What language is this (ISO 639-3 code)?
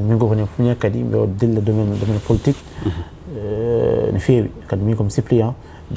ful